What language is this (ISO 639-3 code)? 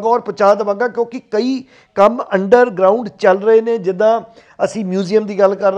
pan